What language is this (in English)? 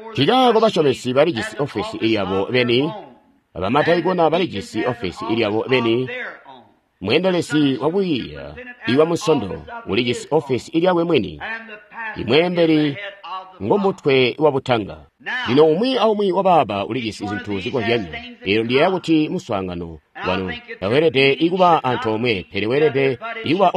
Tonga (Zambia)